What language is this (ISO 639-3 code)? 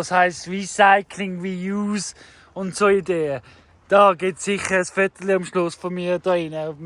gsw